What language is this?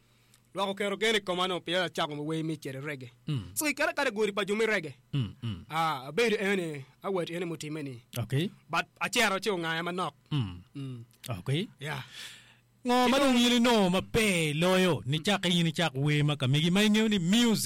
Acoli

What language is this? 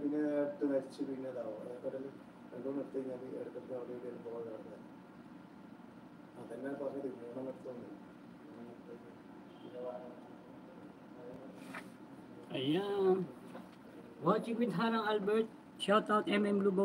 Filipino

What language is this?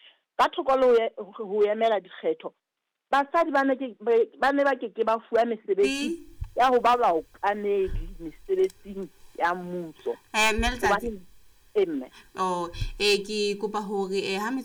Southern Sotho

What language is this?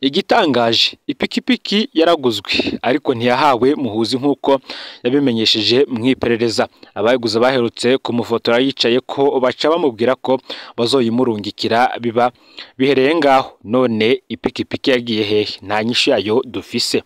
Rundi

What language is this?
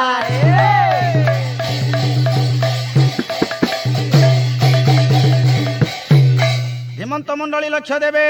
Odia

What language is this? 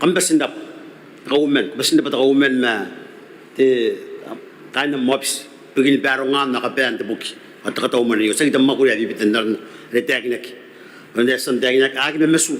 Gilbertese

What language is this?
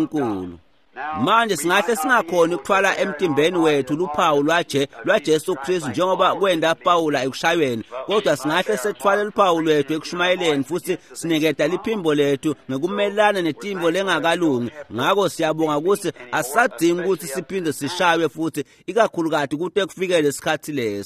Swati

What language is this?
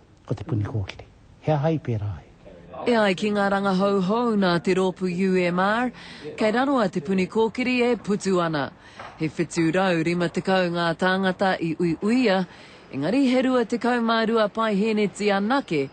Māori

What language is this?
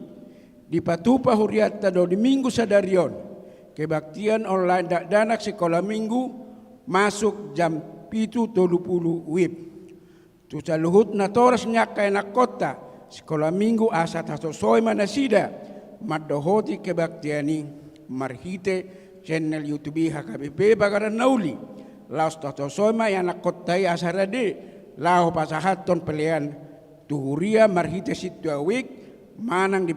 Batak Toba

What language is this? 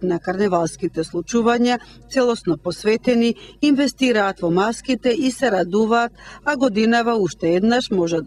Macedonian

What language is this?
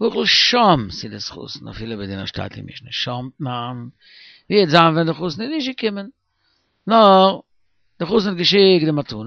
Yiddish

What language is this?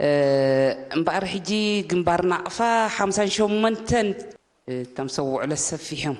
Tigrinya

